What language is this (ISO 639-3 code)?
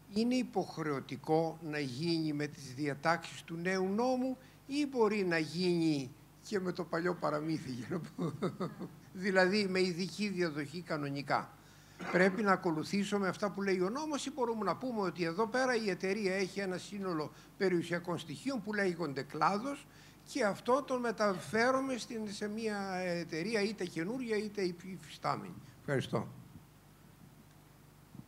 ell